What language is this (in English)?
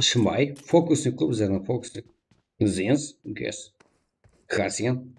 Kara-Kalpak